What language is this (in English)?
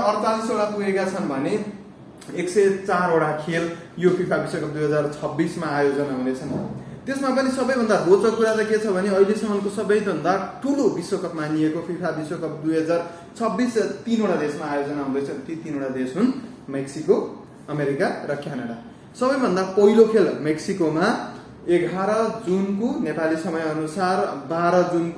Nepali